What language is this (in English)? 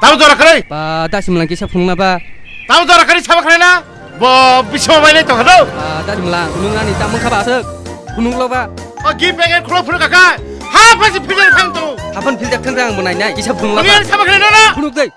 Kok Borok